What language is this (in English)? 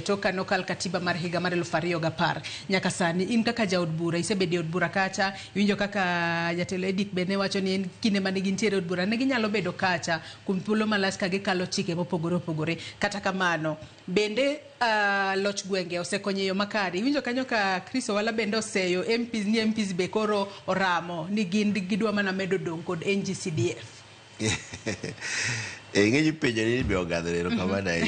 Luo (Kenya and Tanzania)